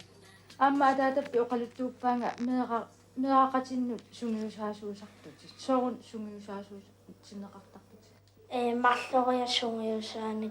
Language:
Kalaallisut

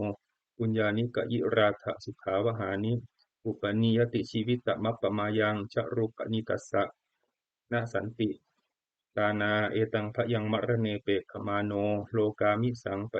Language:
Pali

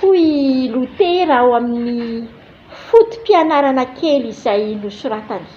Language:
Malagasy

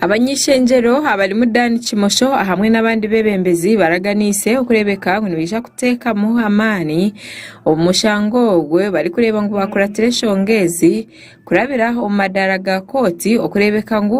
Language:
Nyankole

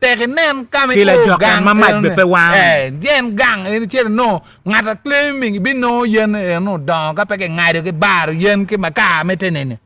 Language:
Acoli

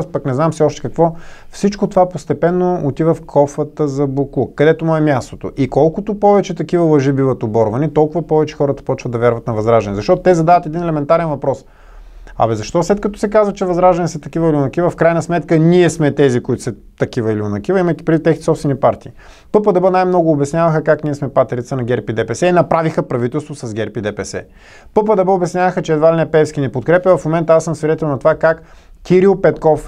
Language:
Bulgarian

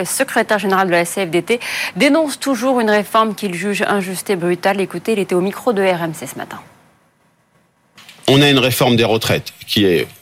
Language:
French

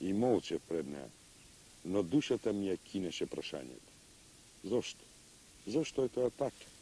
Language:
Macedonian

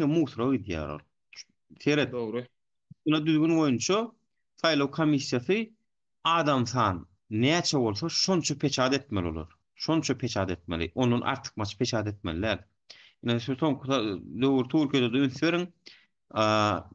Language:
Turkmen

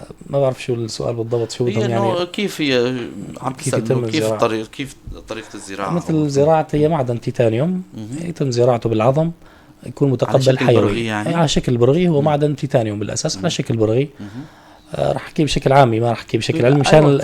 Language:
North Levantine Arabic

